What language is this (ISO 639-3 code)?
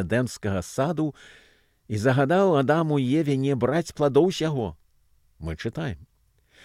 bel